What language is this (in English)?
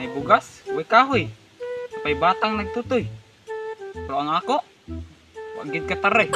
Cebuano